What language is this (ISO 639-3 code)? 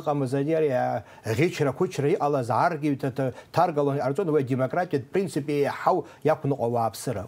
abk